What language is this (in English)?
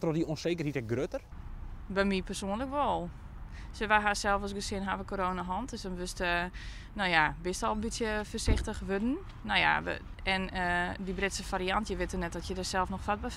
Western Frisian